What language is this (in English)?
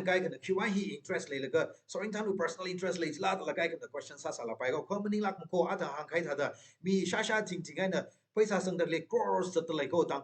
Tangkhul Naga (India)